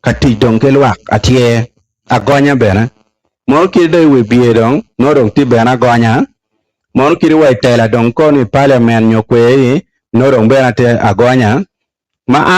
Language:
Acoli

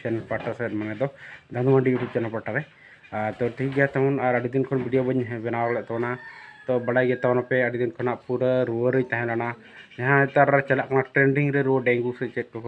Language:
Santali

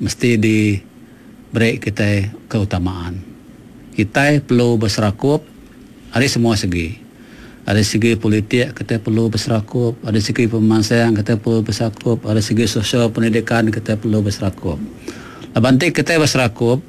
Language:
Iban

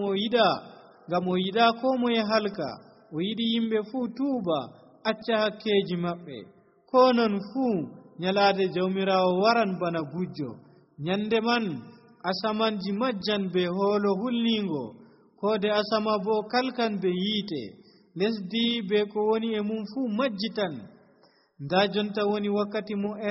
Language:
Nigerian Fulfulde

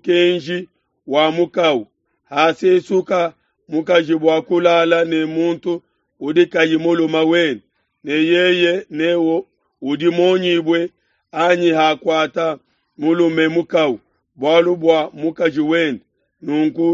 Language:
Luba-Lulua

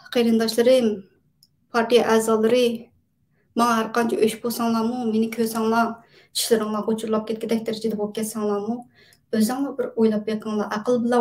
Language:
Uyghur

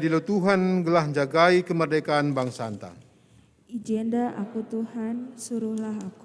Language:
Batak Karo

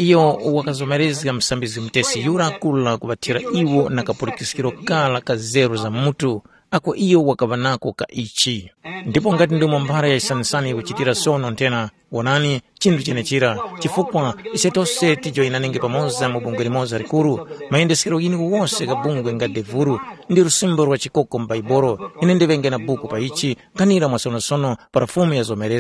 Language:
Tumbuka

